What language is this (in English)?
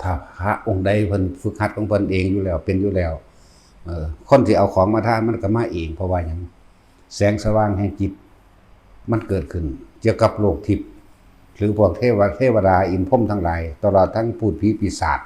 Northeastern Thai